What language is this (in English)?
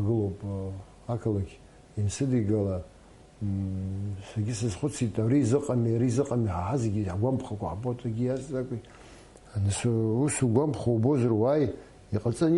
Abkhazian